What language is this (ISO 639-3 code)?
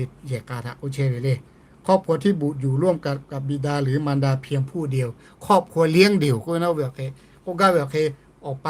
lhu